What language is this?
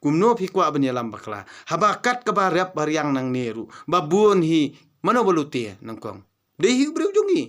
Khasi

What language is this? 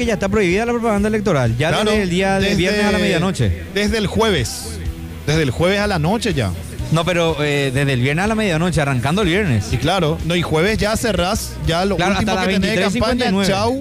Spanish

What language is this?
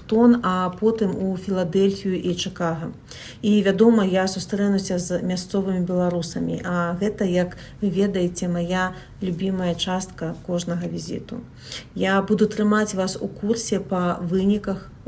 Belarusian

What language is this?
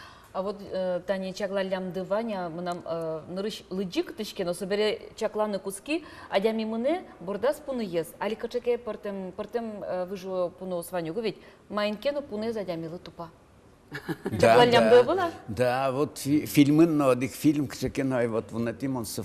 Udmurt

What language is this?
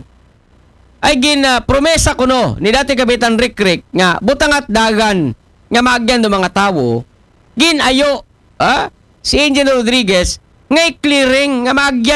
Aklanon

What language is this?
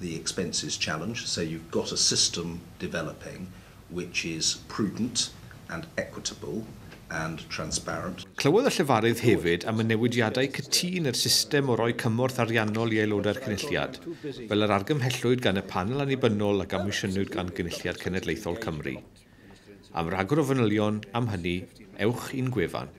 Welsh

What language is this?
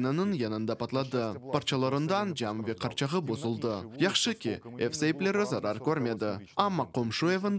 Crimean Tatar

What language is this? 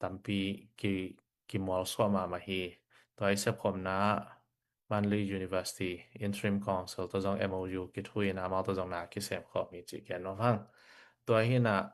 Tedim Chin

